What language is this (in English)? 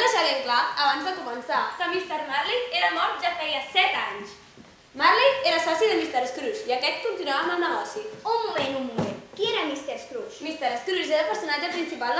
Catalan